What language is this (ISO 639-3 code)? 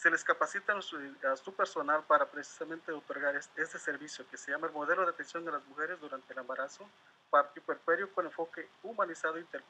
spa